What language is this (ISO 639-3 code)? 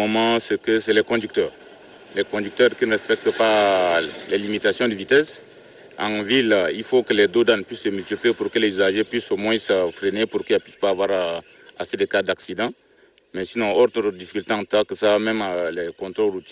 fra